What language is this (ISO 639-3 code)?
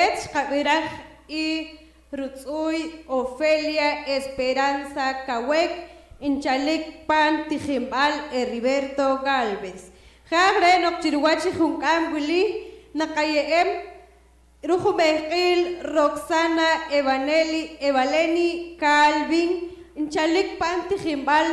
poh